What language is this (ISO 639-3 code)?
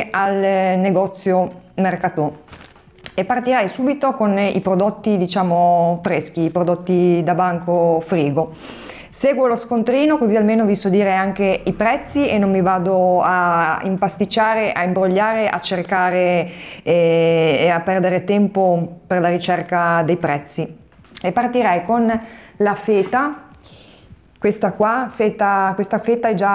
ita